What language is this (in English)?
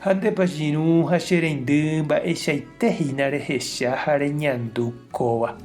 Guarani